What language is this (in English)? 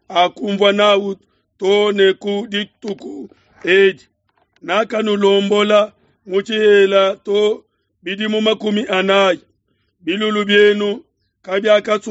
Luba-Lulua